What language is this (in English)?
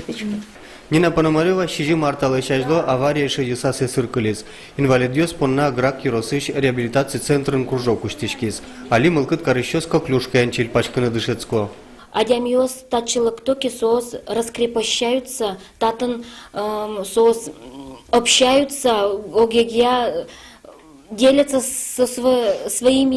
Udmurt